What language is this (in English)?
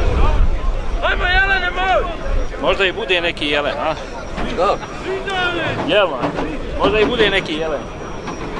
Croatian